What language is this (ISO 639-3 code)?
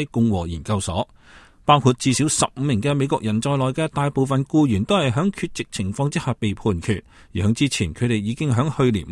yue